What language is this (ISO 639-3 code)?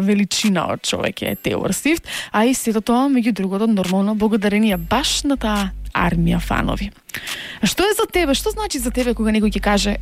mkd